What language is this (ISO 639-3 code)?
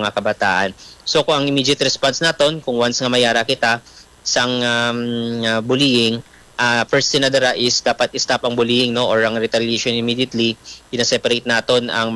hil